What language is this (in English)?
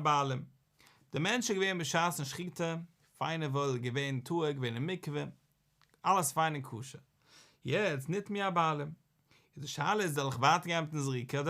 Yiddish